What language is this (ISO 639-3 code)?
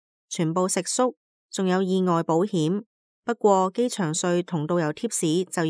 yue